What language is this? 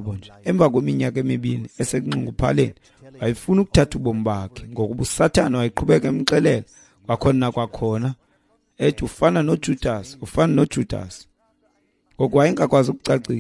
Xhosa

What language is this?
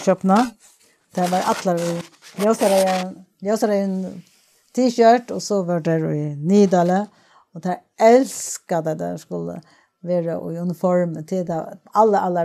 Faroese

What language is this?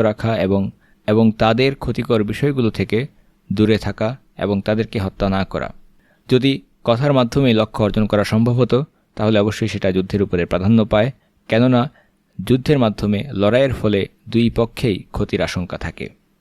Bangla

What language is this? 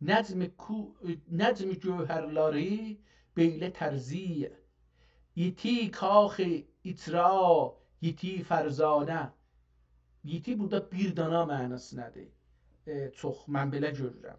South Azerbaijani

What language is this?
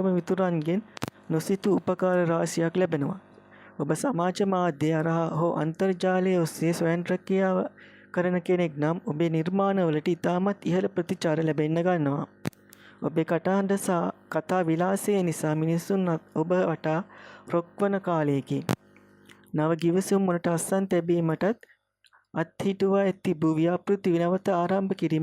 Sinhala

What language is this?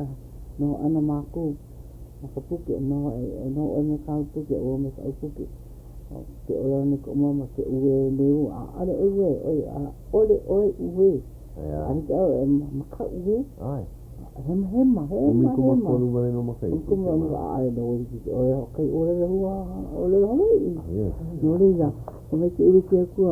Hawaiian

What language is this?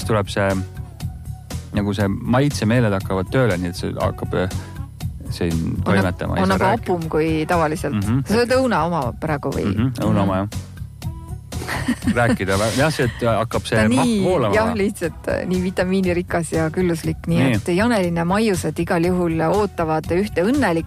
Estonian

